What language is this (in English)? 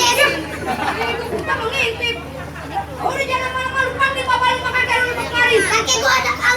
Betawi